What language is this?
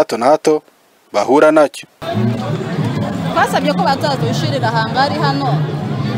Kinyarwanda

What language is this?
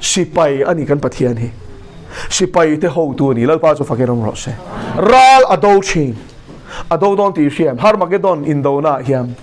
Mizo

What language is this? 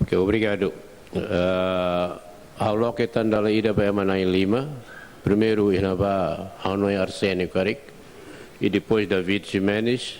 Tetum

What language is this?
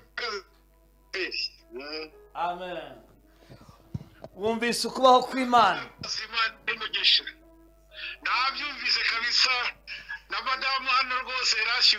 Kinyarwanda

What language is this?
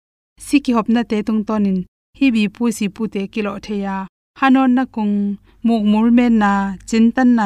Tedim Chin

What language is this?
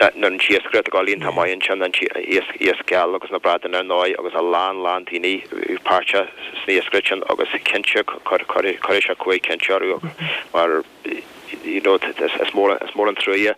Irish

